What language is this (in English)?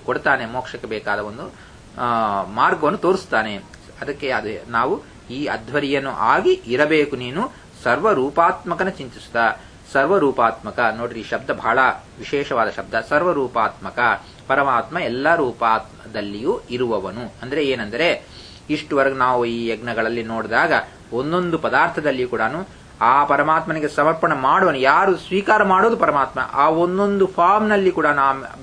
Kannada